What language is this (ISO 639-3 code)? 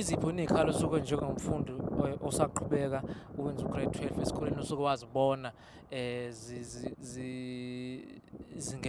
zul